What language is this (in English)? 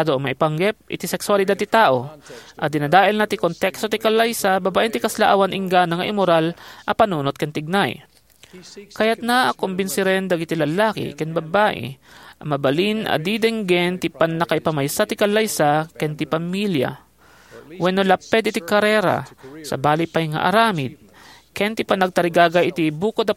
Iloko